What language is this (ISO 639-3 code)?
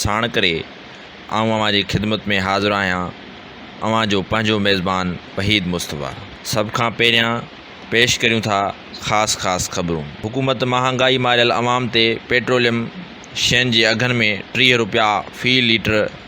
snd